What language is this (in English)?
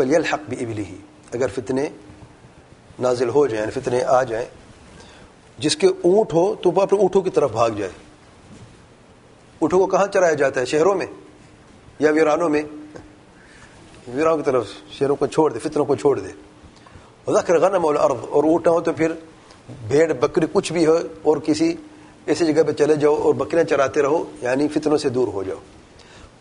Urdu